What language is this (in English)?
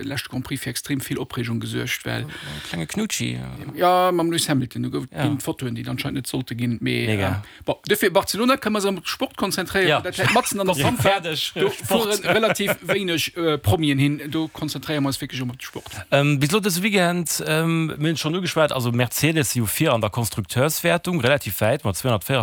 Luxembourgish